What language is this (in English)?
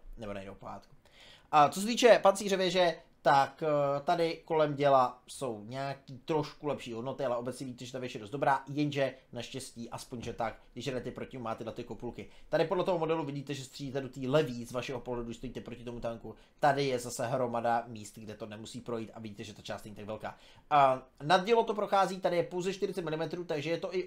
Czech